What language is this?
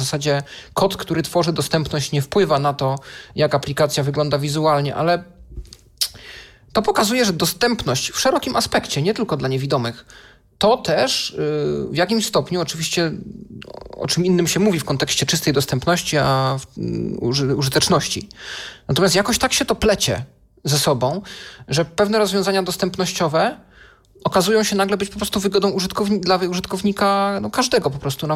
Polish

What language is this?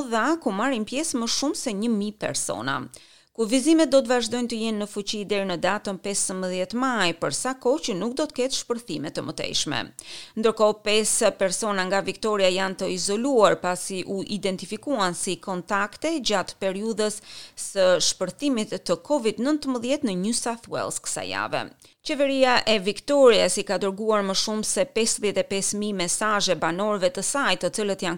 Albanian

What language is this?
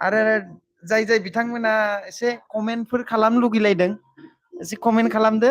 Bodo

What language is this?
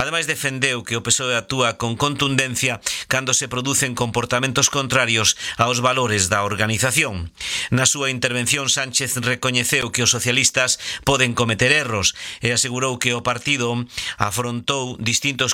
Galician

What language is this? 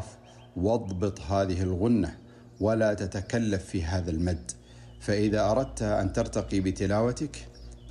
Najdi Arabic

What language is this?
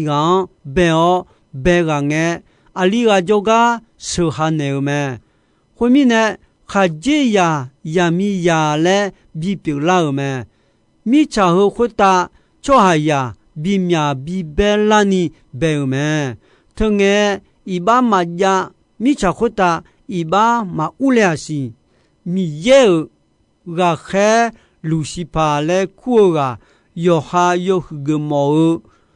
Akha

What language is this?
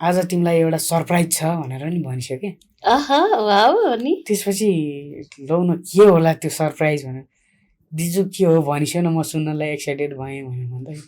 Nepali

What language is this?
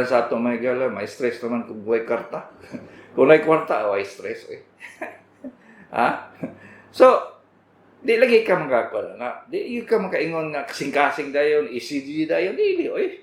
Cebuano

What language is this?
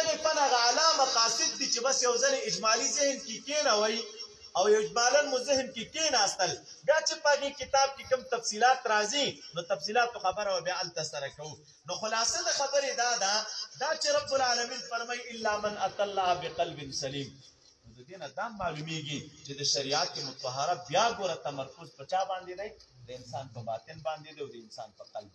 Pashto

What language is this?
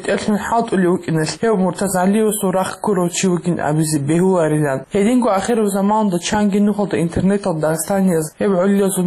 Avaric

